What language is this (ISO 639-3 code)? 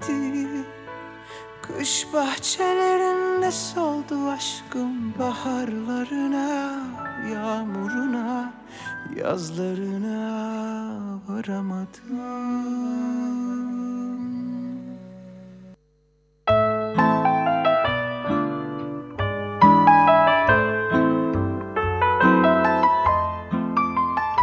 tur